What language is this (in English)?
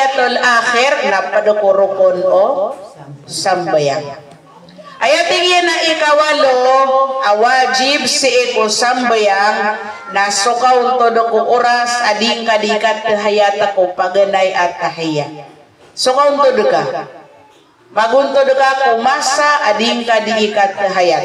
Maranao